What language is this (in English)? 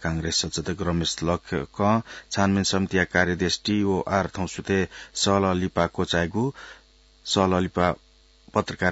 Newari